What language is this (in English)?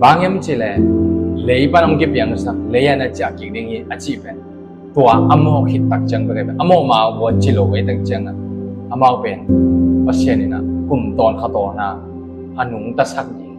Tedim Chin